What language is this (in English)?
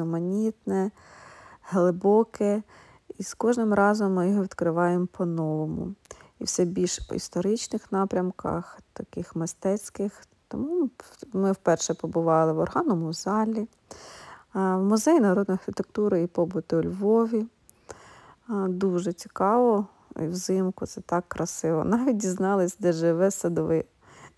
Ukrainian